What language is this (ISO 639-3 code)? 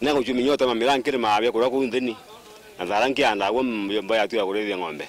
mer